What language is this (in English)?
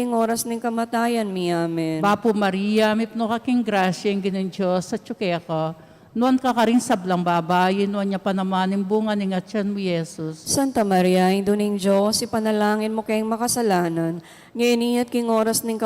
Pampanga